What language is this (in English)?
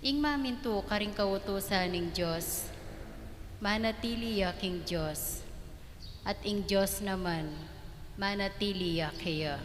Pampanga